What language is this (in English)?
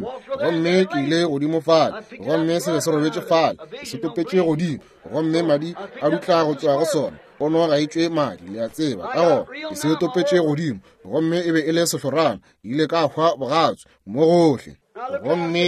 Northern Sotho